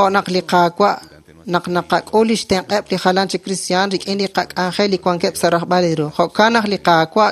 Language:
Kekchí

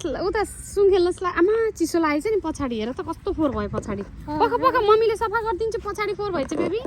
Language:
Nepali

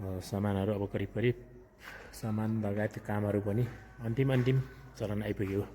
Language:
Nepali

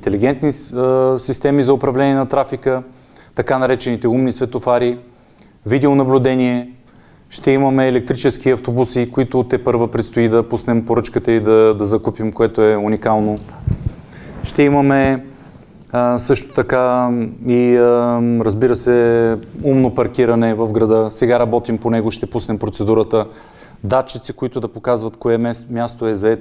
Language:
Bulgarian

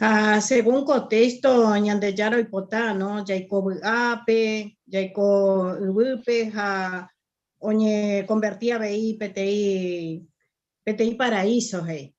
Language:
Guarani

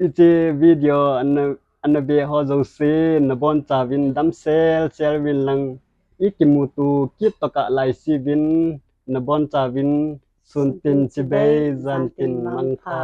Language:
Thado Chin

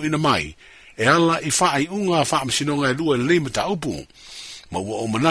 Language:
Samoan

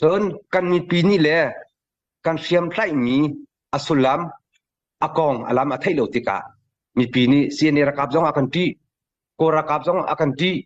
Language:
Hakha Chin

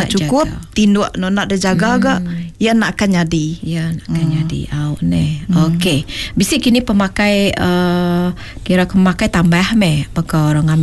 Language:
Malay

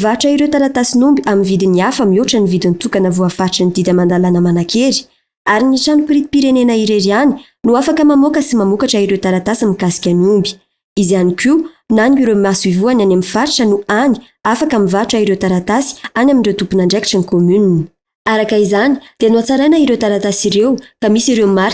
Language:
Malagasy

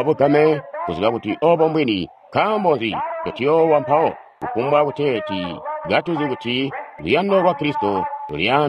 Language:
Tonga (Zambia)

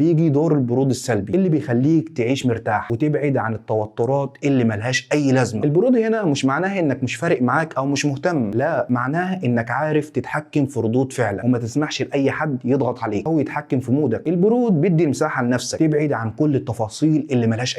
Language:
Egyptian Arabic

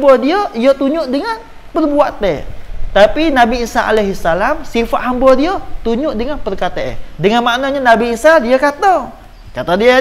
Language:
Malay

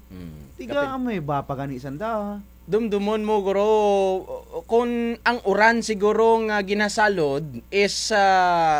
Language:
Kinaray-a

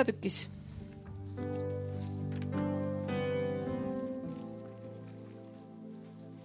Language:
Estonian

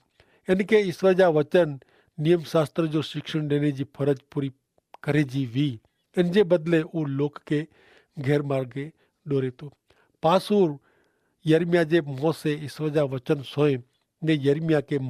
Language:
Kachhi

